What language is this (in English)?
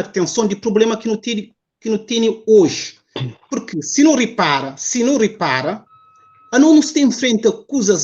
Kabuverdianu